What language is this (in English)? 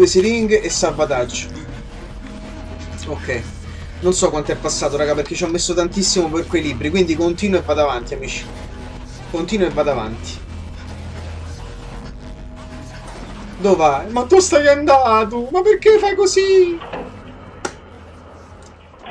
Italian